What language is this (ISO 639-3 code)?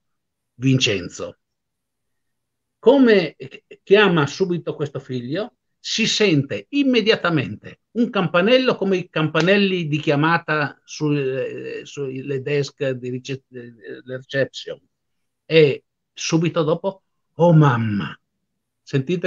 ita